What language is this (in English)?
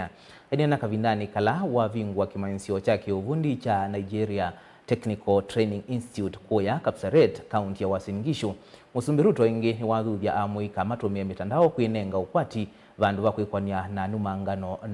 Kamba